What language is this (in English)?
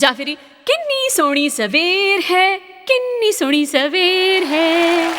Dogri